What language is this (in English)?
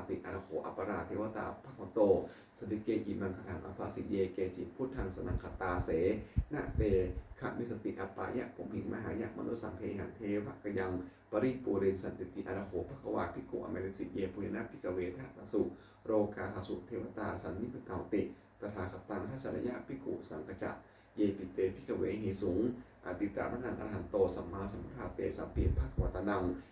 Pali